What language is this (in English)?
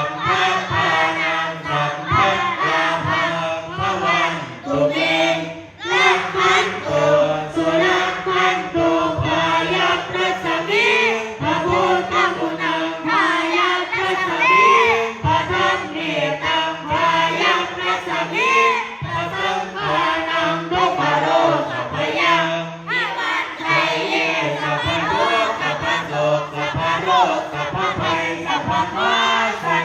Pali